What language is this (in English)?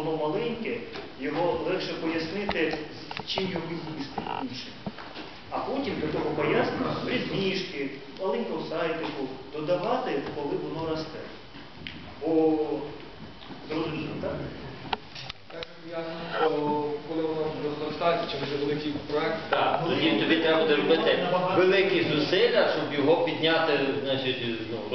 Ukrainian